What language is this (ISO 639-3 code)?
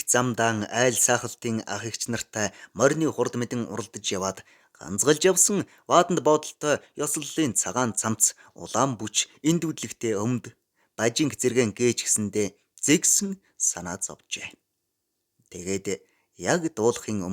mon